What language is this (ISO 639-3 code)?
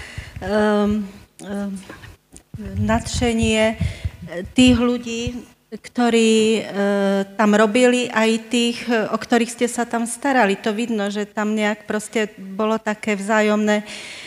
slk